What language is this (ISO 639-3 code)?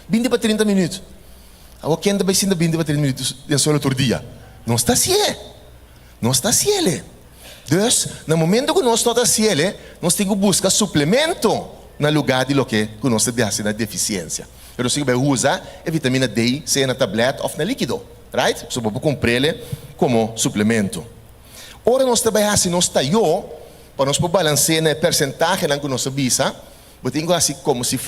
pap